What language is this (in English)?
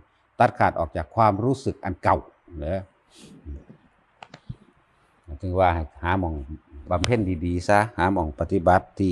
Northeastern Thai